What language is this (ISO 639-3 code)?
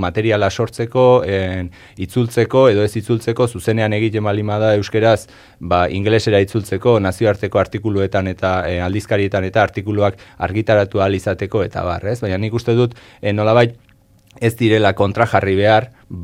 eus